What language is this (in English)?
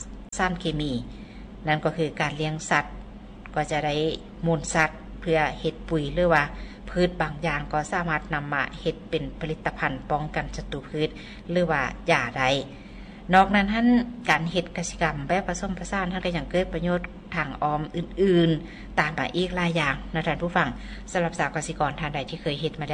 Lao